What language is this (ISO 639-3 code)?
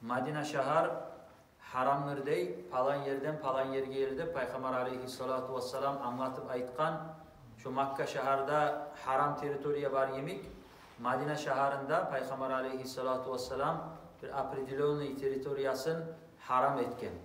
kum